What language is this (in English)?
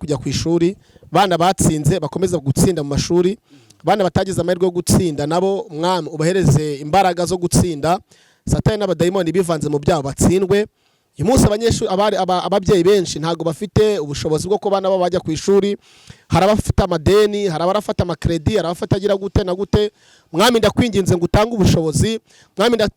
Kinyarwanda